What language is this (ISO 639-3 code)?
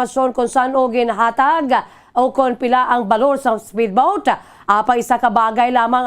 hil